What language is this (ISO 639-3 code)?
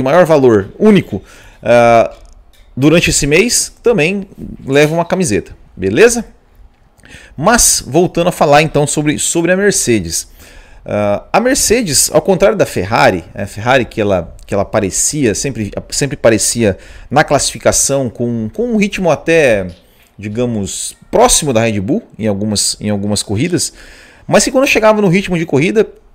por